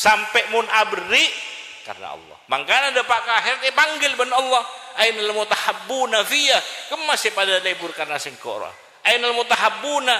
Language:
Madurese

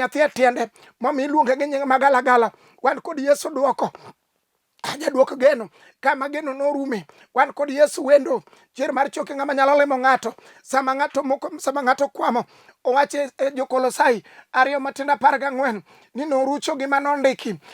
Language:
Luo (Kenya and Tanzania)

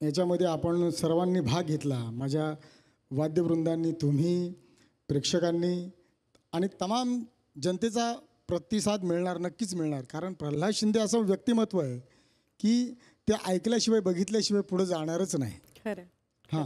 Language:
Marathi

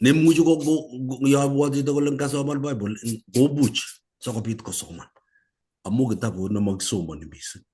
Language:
Kalenjin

